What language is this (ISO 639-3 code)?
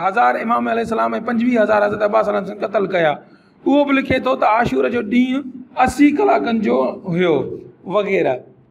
snd